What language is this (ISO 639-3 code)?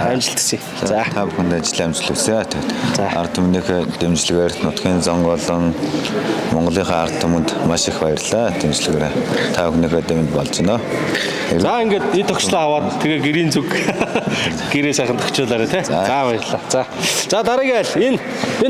mon